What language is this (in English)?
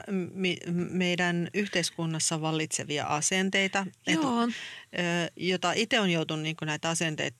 Finnish